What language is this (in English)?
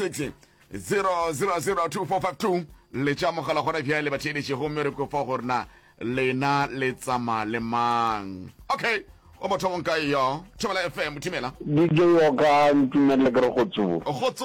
Northern Sotho